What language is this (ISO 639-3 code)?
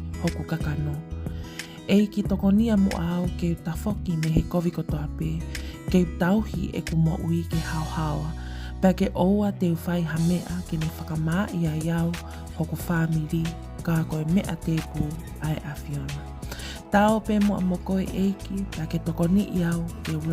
ton